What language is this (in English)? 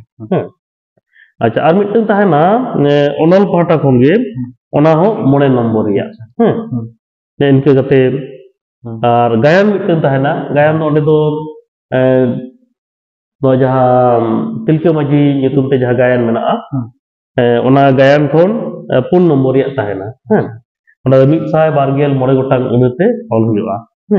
Santali